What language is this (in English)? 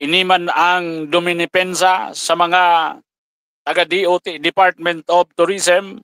Bikol